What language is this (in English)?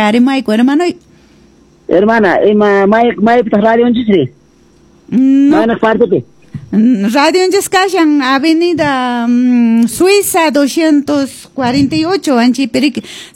Quechua